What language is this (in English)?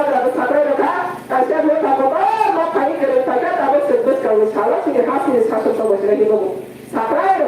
Kok Borok